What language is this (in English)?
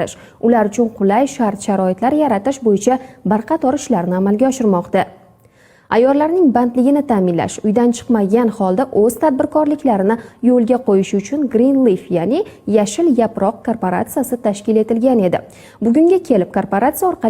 Uzbek